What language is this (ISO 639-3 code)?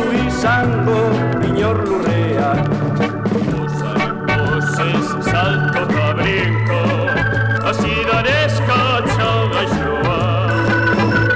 eus